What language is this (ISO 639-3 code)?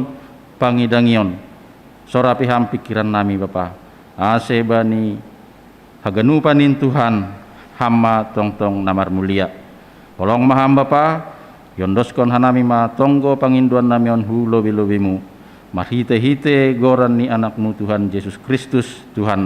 bts